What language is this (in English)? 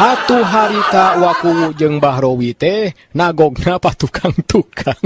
Sundanese